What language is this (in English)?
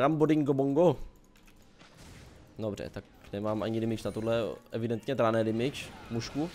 Czech